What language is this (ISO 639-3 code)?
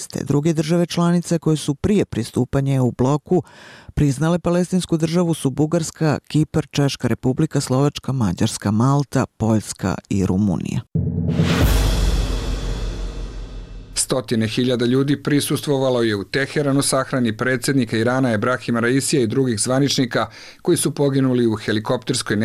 bos